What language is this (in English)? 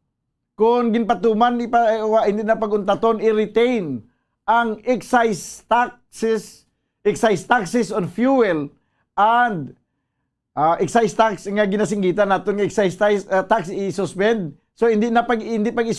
Hiligaynon